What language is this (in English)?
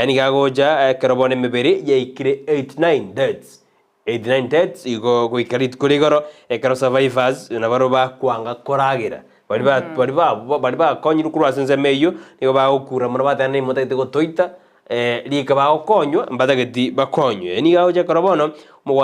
Gusii